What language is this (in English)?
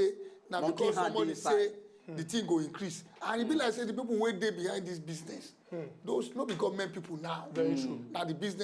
Nigerian Pidgin